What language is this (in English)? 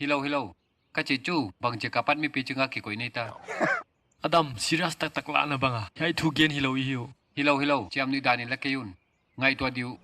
Paite Chin